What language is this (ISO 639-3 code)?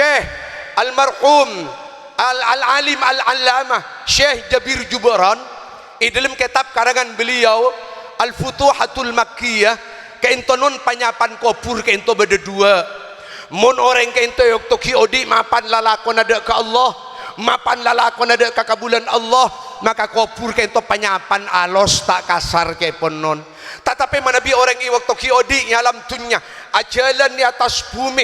mad